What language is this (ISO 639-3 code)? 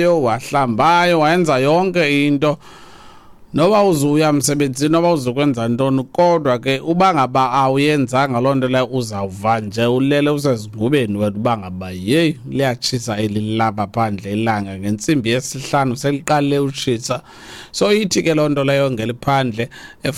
xho